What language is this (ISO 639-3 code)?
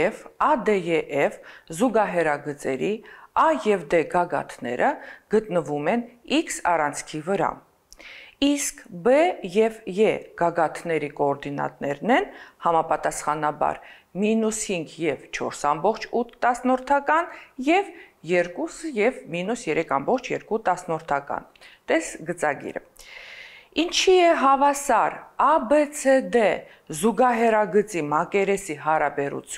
hye